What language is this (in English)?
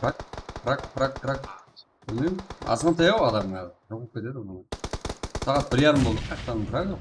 Kara-Kalpak